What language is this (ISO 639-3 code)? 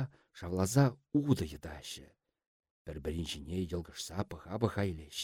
chv